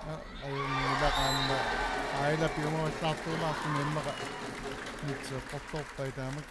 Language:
Kalaallisut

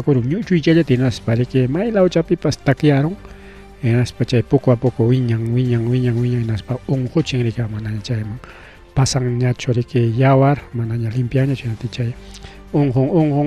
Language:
Ayacucho Quechua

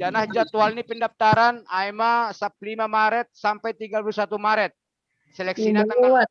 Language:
Batak Simalungun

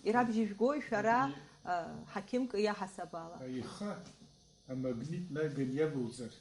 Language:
Abkhazian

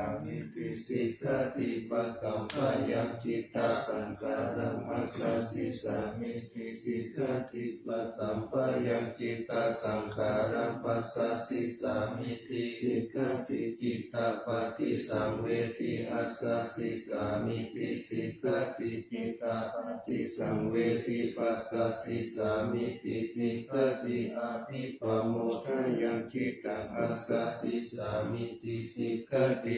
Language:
Pali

